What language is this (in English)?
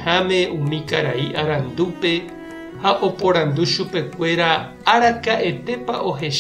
Guarani